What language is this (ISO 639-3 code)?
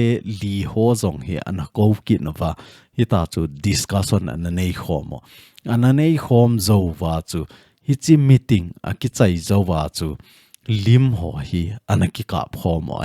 tcz